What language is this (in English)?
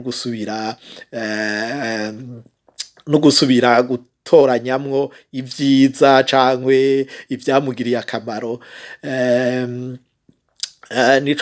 Rundi